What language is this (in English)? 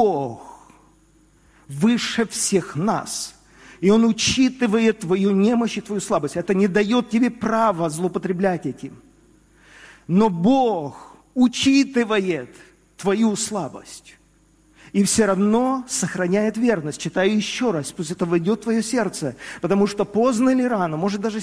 Russian